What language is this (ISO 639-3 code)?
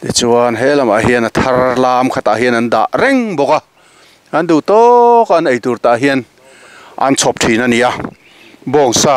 lus